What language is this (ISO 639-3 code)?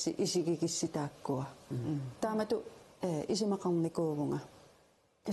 kal